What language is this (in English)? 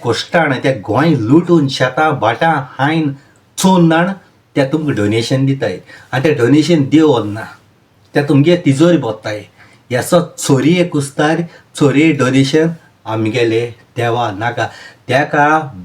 Konkani